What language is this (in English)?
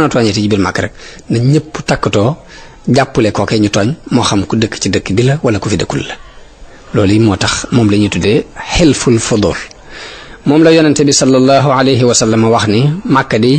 Wolof